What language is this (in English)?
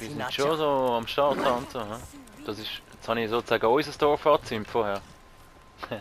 Swiss German